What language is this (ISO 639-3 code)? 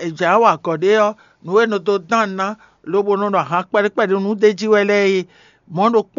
fon